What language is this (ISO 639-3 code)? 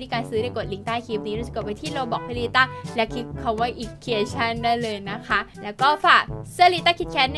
tha